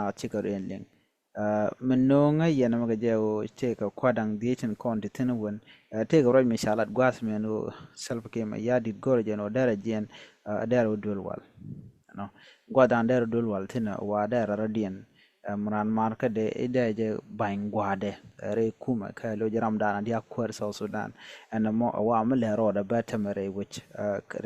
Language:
Nuer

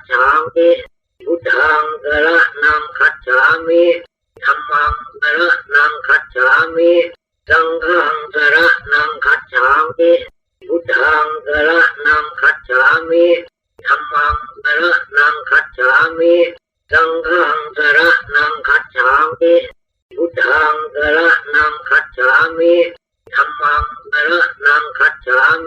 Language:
Pali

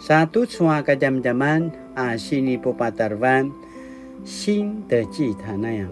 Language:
Paiwan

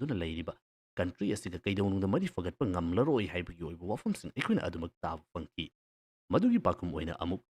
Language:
Manipuri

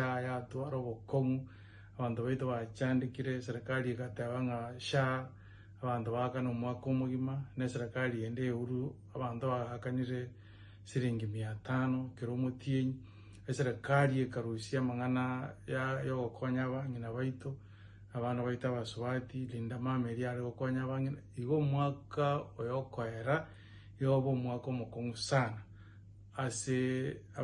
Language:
Gusii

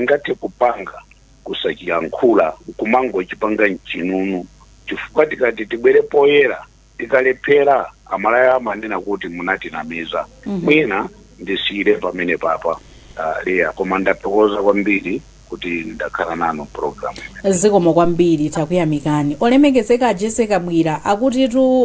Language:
Nyanja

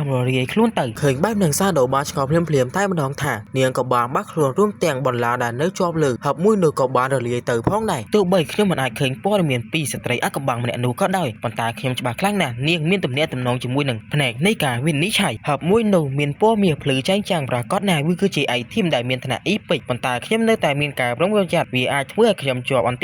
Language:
Khmer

